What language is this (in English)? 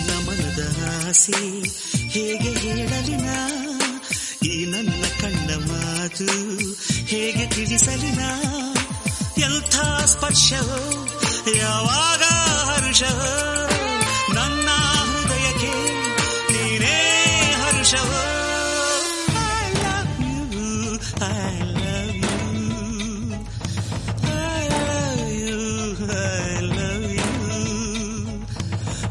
Kannada